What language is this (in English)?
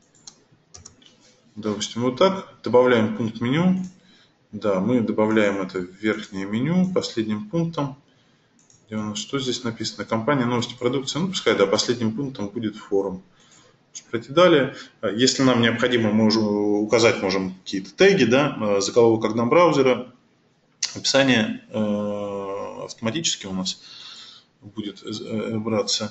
Russian